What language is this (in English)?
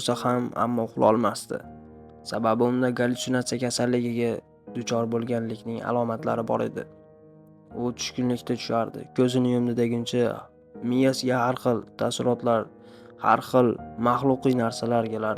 Uzbek